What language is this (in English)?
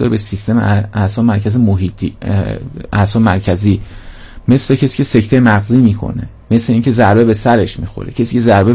Persian